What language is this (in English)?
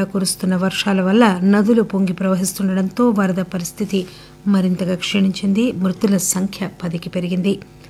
Telugu